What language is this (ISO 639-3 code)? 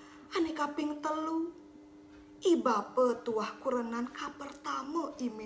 ban